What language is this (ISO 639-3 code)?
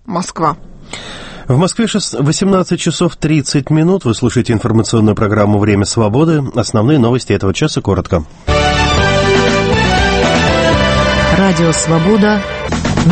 rus